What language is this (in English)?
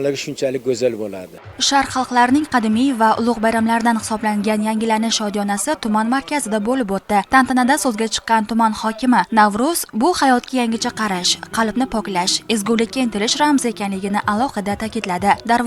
Uzbek